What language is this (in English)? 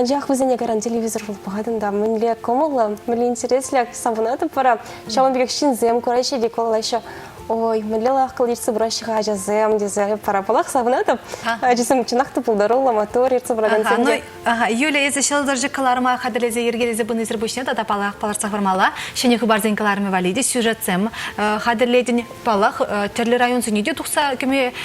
Chuvash